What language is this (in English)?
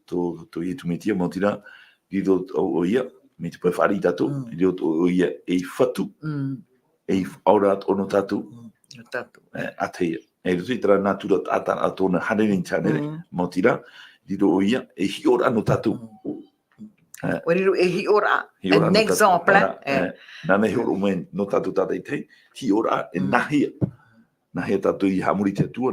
Tahitian